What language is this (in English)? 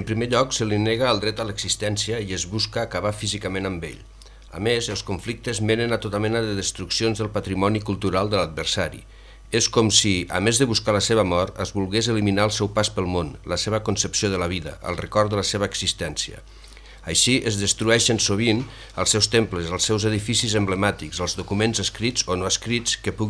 Catalan